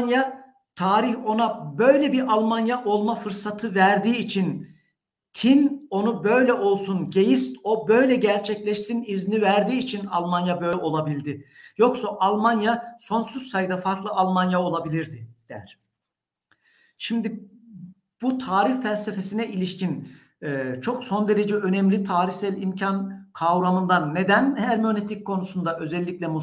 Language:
Turkish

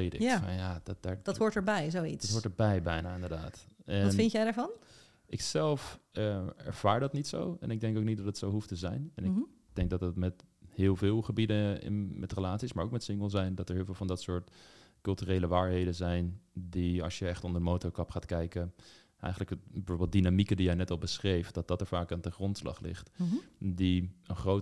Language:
Dutch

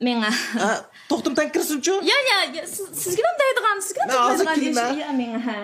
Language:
Uyghur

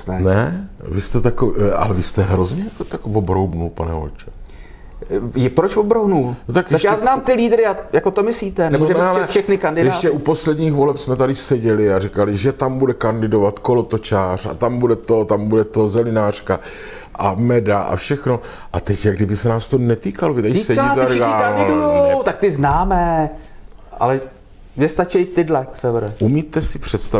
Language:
Czech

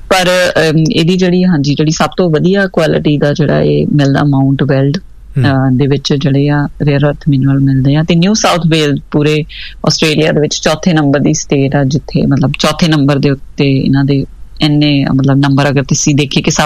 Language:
Punjabi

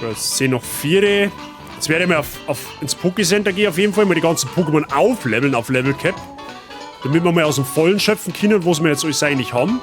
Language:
Bavarian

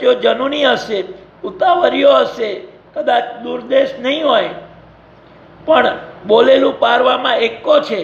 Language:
Gujarati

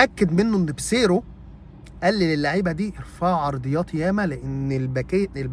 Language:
Egyptian Arabic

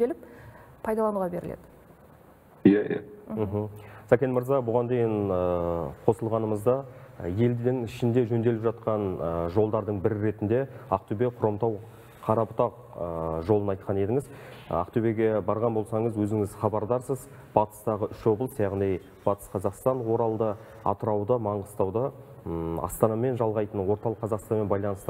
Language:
Kazakh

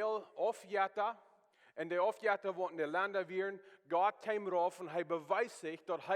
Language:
Plautdietsch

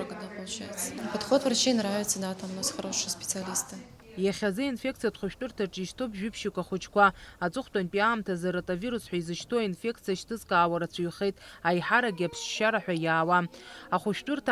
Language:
Abkhazian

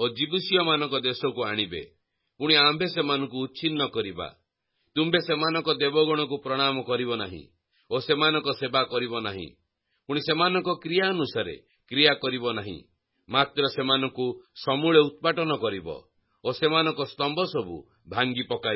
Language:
Odia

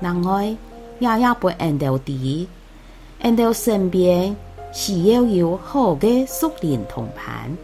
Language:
Hakka Chinese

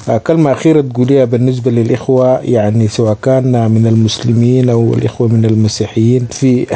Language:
Sudanese Arabic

